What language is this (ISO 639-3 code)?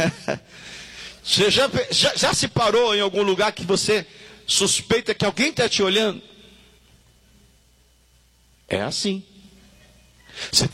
por